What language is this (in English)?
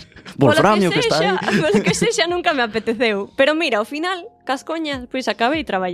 Galician